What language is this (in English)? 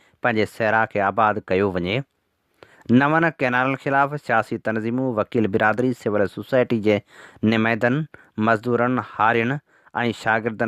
Sindhi